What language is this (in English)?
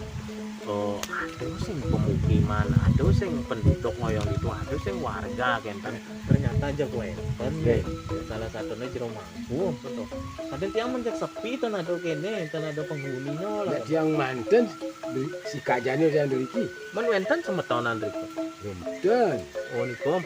Balinese